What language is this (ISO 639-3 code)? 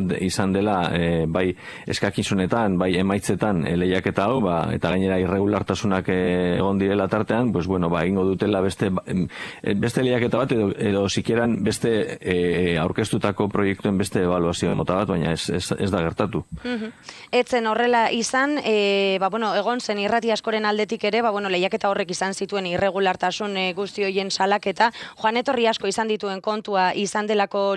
eus